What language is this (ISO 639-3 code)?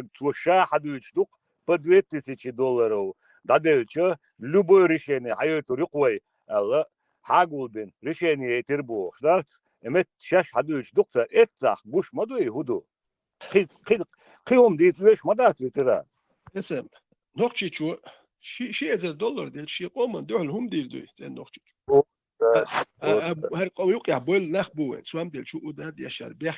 che